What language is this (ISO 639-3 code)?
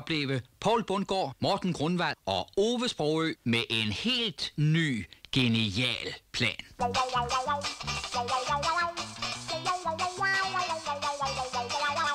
dan